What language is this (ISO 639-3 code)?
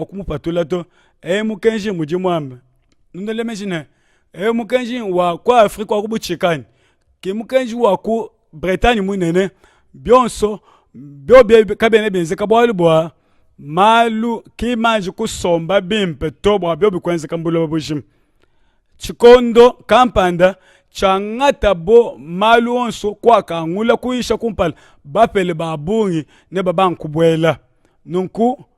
lua